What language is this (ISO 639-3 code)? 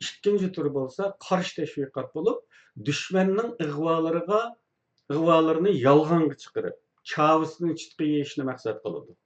uig